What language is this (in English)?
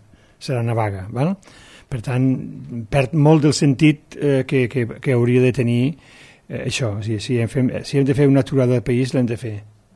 Catalan